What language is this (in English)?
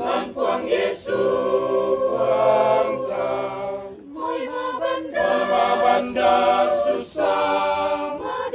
Toraja-Sa'dan